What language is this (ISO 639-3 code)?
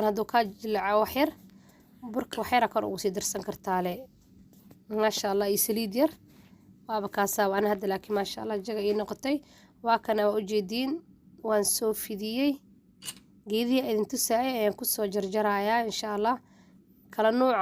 som